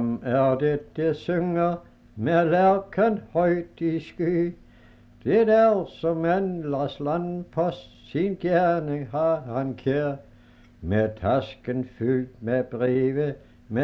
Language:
Danish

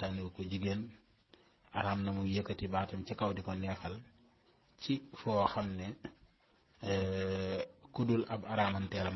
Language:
Wolof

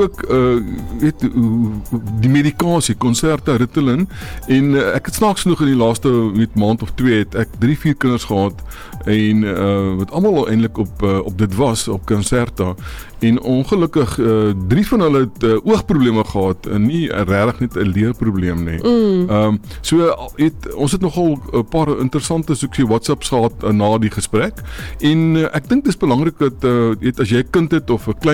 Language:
Afrikaans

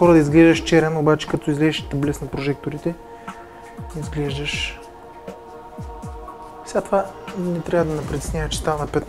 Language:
Bulgarian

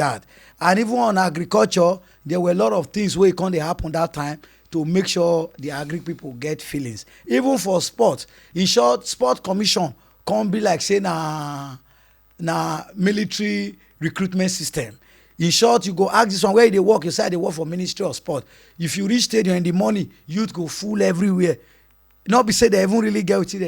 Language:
Nigerian Pidgin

